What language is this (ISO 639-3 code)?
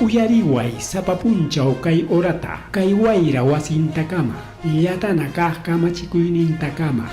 quy